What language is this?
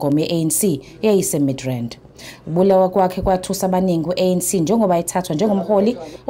Zulu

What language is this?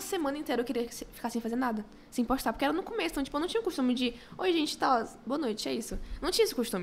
Portuguese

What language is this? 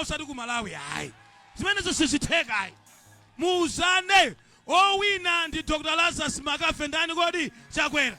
Nyanja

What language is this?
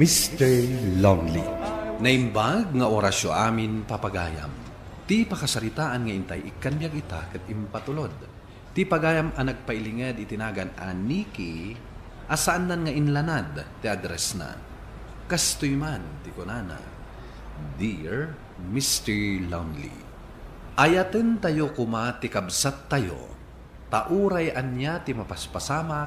Iloko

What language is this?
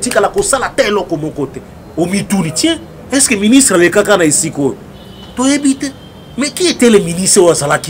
Lingala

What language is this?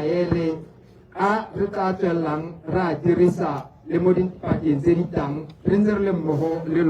Tswana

